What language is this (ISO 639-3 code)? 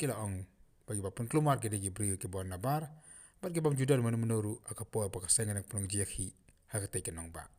kha